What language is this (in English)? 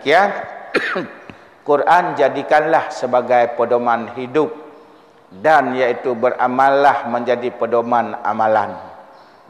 Achinese